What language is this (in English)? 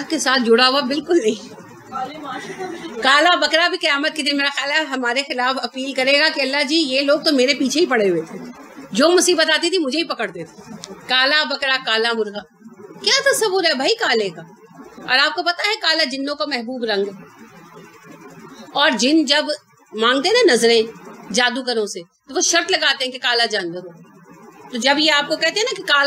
Urdu